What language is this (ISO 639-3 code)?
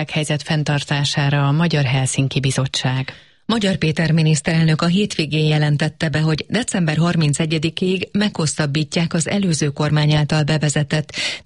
hun